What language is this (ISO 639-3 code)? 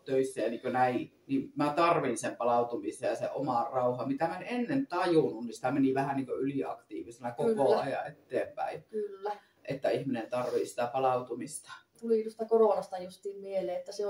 fin